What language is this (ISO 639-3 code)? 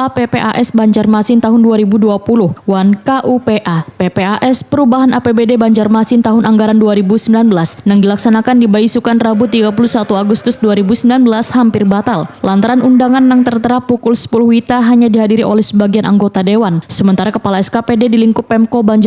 bjn